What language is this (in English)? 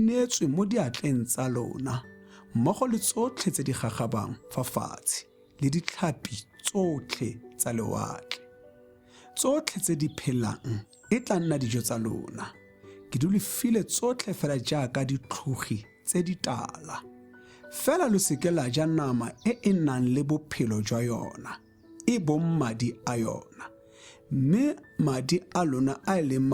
Tswana